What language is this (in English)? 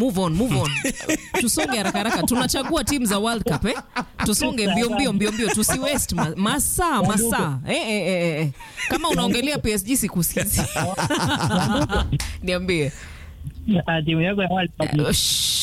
Swahili